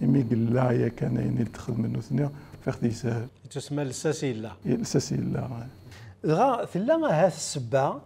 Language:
Kabyle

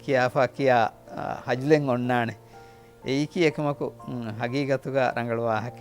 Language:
Divehi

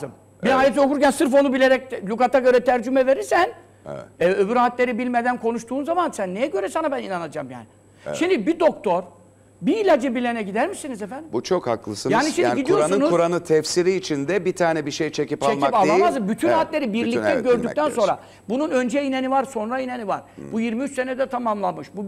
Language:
Turkish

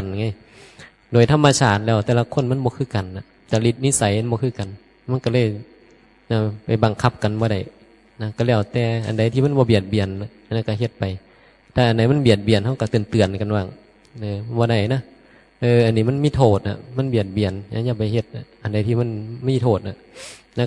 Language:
Northeastern Thai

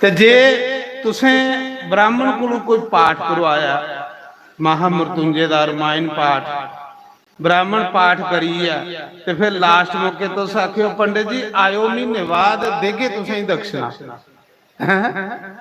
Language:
Dogri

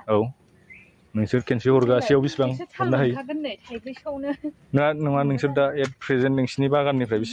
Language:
Bodo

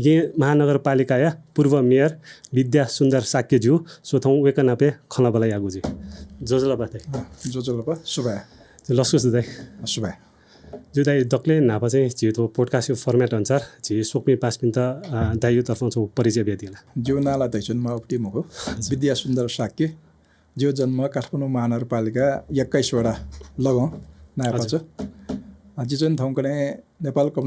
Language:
Newari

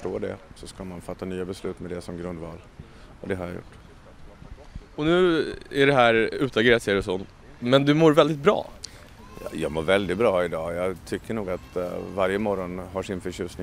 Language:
Swedish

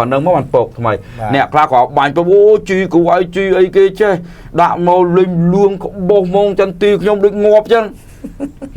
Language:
Khmer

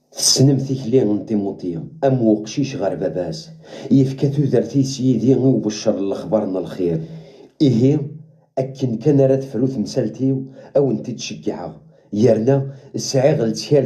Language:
Kabyle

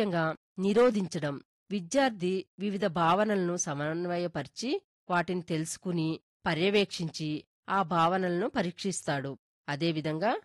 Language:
Telugu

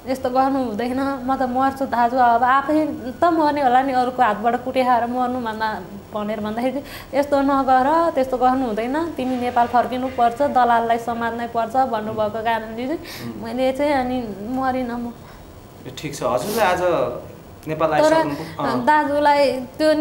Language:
Nepali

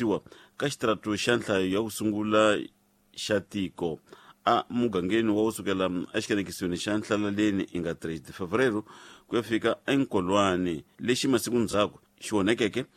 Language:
Tsonga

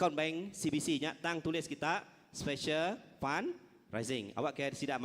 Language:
Iban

